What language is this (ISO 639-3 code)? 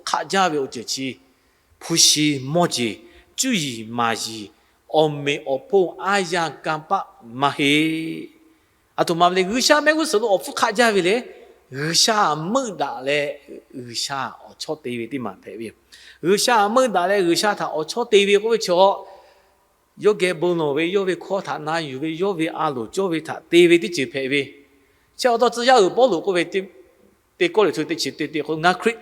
lhu